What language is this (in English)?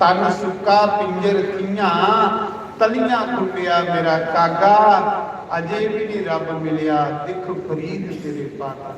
Dogri